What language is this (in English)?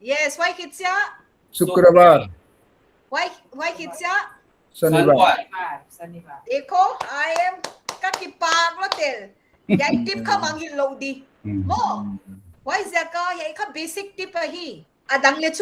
Paite Chin